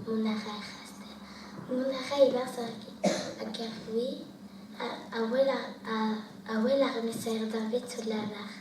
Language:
Breton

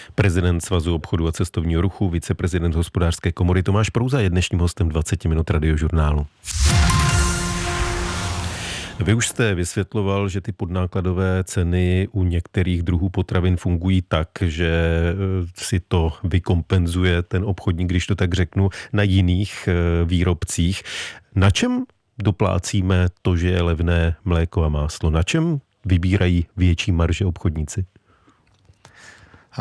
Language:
Czech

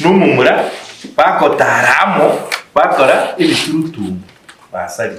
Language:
Gusii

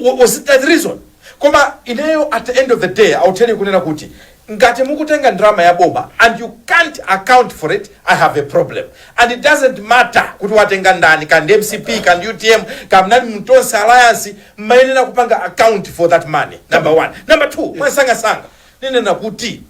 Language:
Nyanja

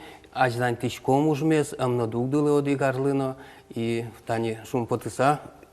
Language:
Udmurt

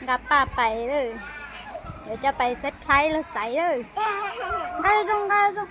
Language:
Hmong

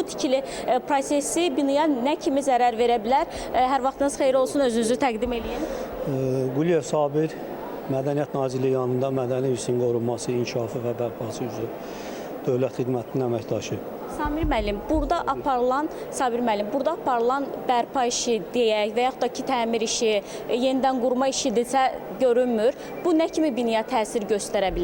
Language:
Azerbaijani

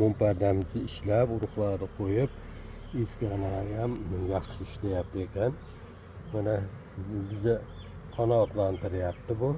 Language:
Uzbek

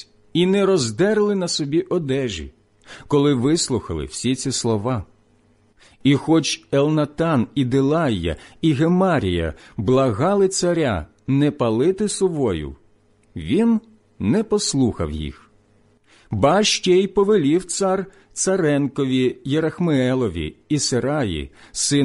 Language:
Ukrainian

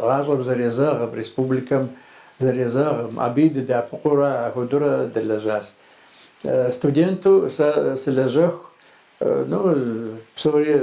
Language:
Kabardian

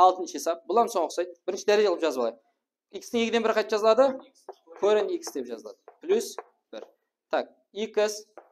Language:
Kara-Kalpak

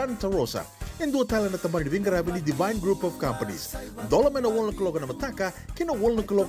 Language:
Fijian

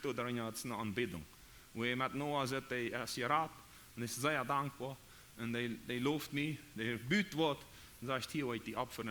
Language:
Plautdietsch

